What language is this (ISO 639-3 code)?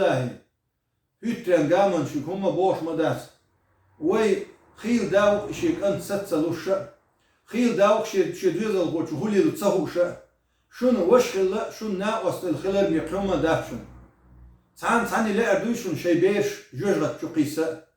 che